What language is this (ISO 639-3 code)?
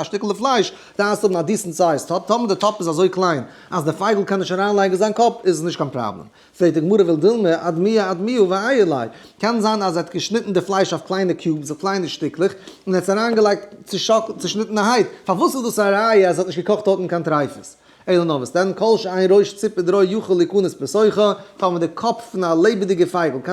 yid